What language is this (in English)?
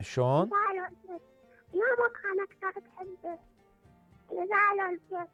Mesopotamian Arabic